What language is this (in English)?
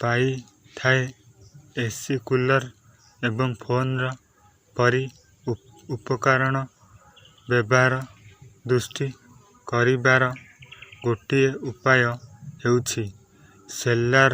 Odia